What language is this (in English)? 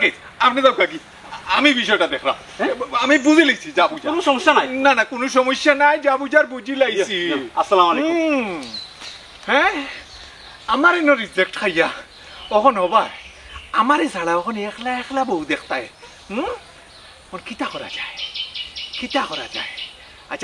Sylheti